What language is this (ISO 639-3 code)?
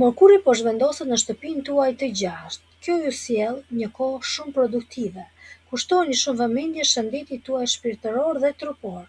sqi